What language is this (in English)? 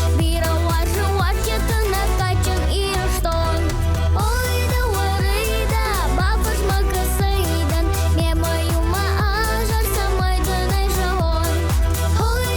Ossetic